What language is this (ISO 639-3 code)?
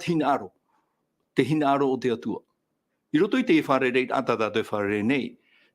tah